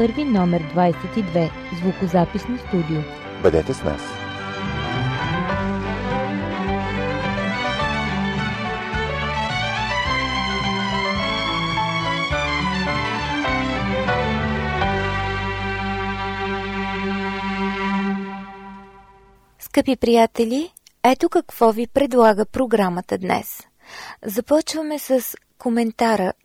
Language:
Bulgarian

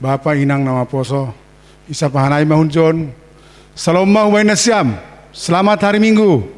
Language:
Batak Simalungun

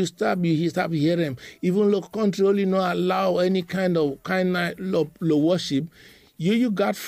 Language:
Bislama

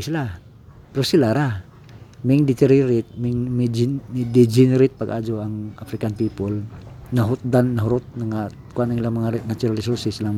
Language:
Cebuano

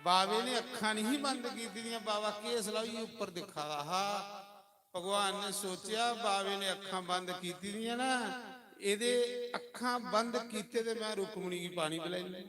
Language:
Dogri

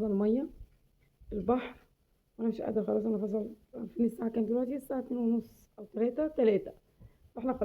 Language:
Egyptian Arabic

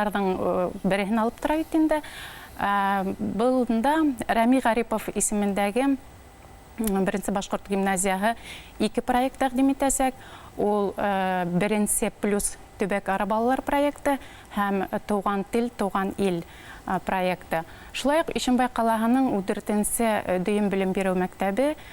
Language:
Bashkir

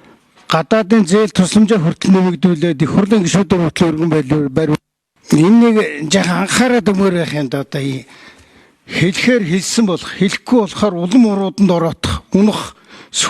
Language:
Mongolian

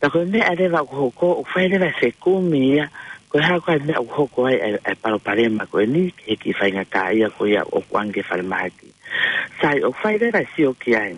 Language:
Tongan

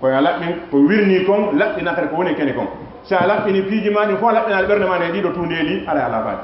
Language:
Fula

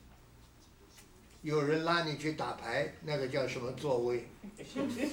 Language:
Chinese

